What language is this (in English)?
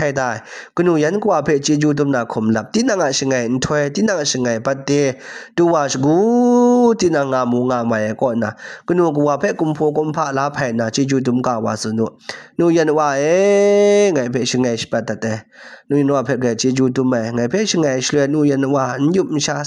Kachin